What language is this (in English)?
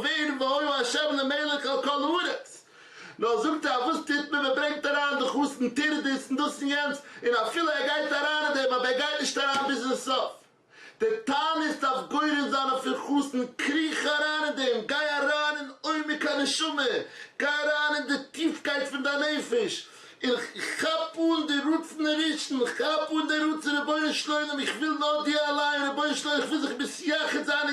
Yiddish